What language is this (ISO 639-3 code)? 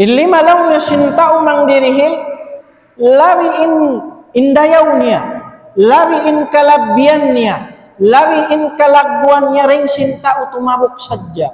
tsg